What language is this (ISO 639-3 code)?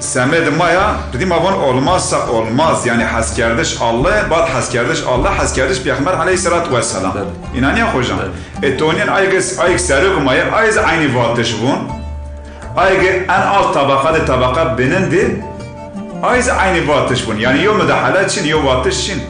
zza